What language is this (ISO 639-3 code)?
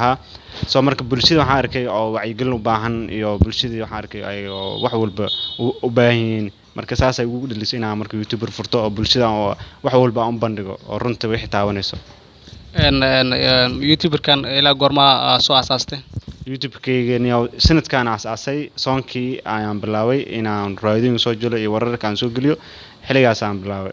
som